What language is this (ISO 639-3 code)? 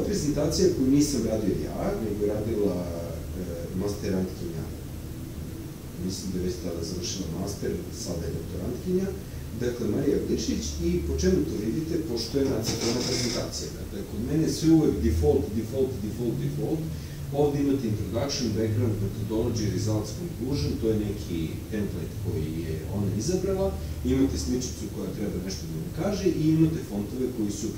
srp